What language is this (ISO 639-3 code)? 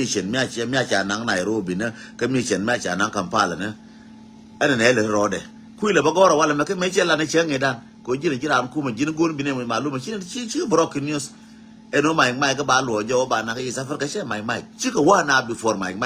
nus